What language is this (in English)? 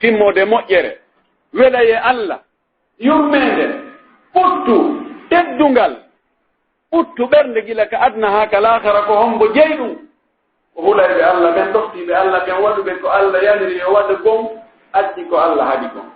Pular